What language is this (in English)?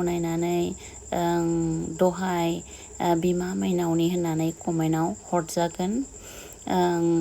Bodo